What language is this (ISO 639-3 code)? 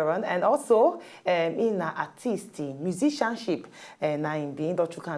pcm